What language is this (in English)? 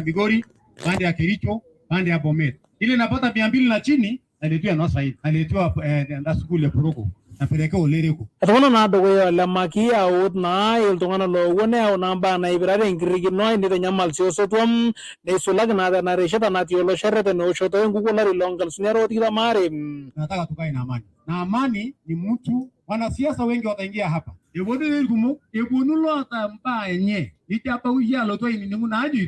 Masai